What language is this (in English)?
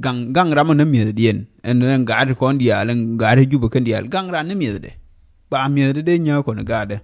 Nuer